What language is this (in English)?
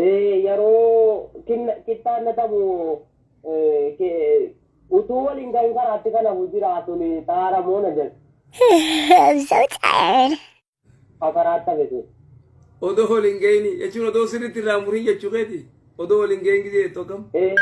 Oromo